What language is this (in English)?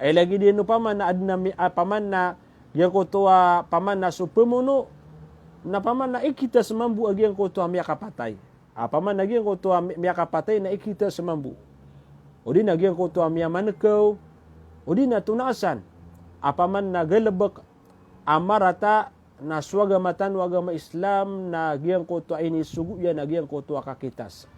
Maranao